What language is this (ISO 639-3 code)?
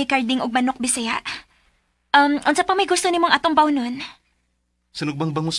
ceb